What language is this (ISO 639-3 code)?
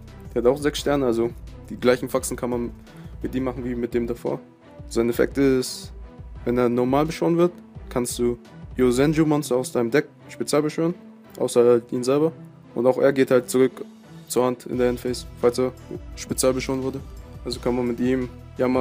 deu